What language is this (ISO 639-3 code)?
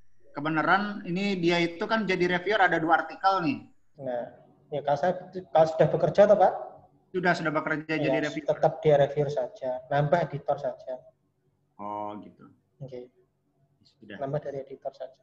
ind